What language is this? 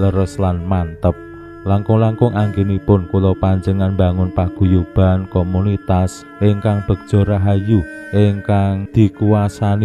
Javanese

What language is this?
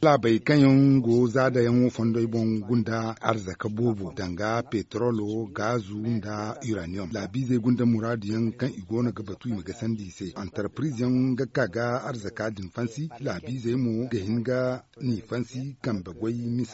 Zarma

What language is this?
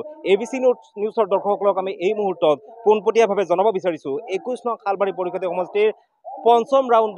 Assamese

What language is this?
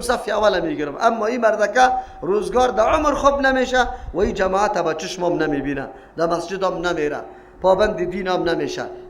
Persian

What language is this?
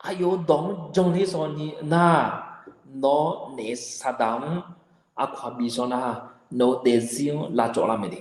Akha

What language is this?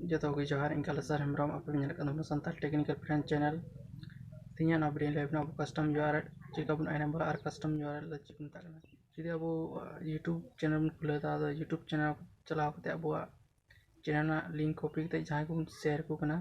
Santali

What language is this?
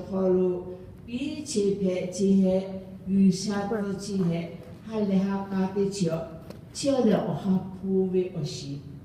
Lahu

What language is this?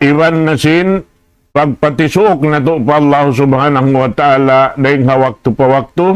Tausug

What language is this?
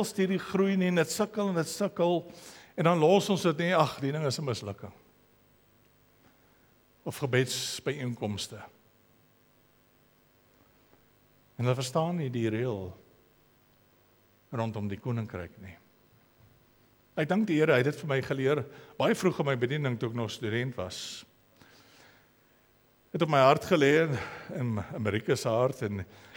Afrikaans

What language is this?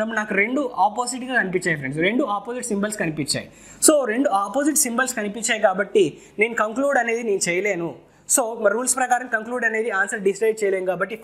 Telugu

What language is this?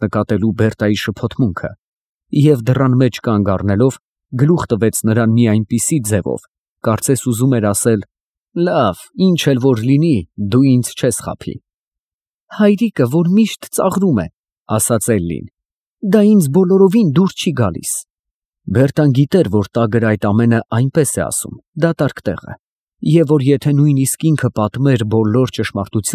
Armenian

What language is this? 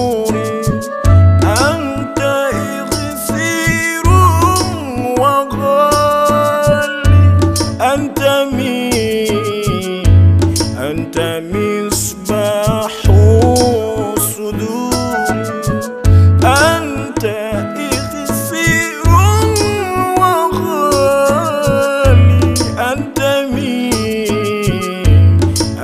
Arabic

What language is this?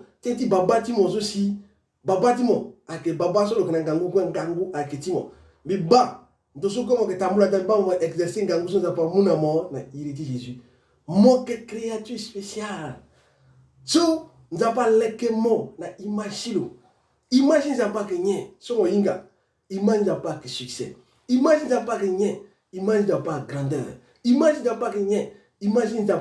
Sango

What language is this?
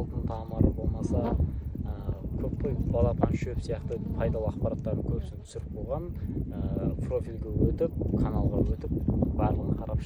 Kazakh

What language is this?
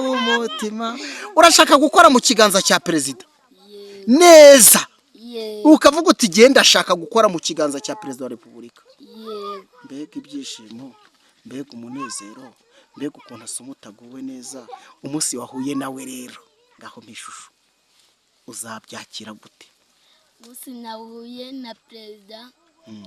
Kinyarwanda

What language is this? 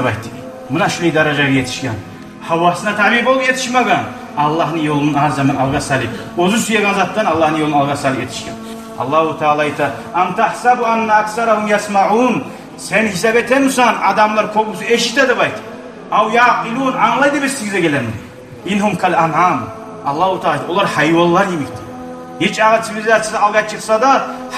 Kumyk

